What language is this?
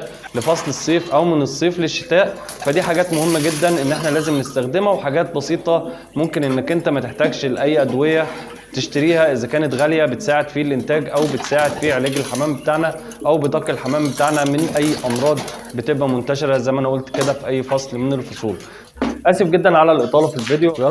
Egyptian Arabic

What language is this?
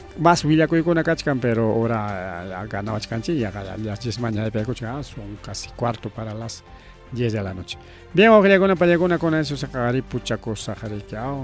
Ayacucho Quechua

